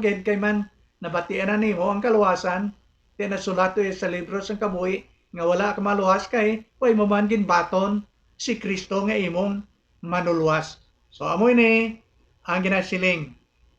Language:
Hiligaynon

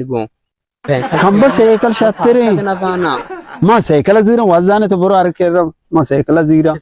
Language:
Baluchi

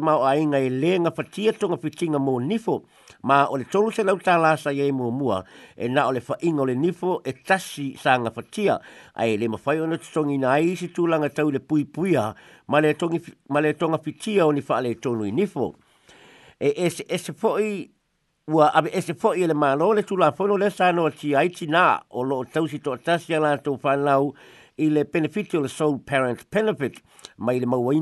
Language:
Samoan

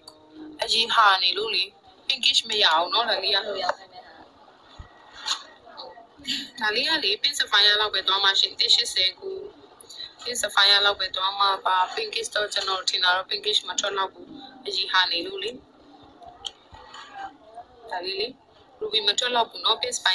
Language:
Burmese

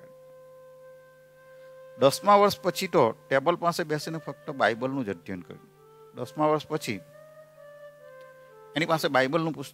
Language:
Gujarati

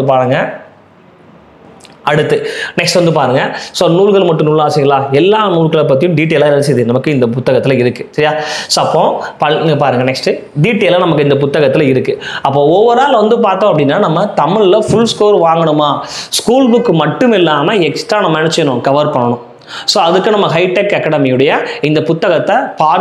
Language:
Tamil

